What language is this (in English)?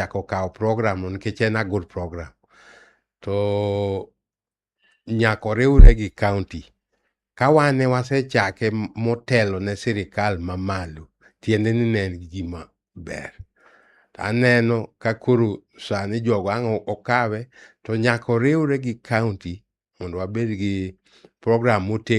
Luo (Kenya and Tanzania)